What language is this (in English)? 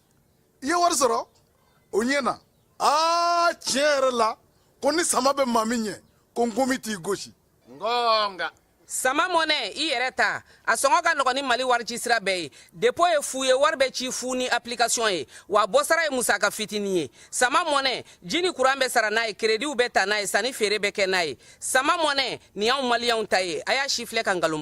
Bambara